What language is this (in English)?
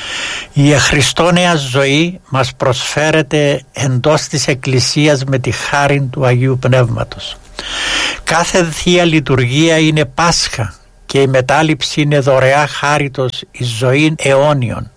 Greek